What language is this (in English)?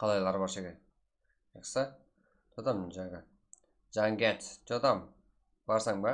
Kara-Kalpak